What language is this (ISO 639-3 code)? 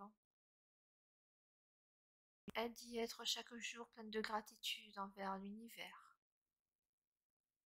fra